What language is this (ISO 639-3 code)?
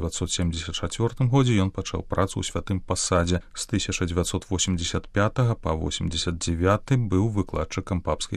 bel